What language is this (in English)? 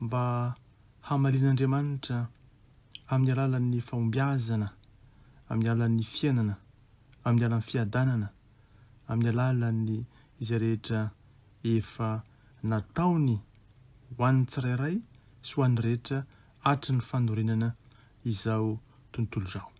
Malagasy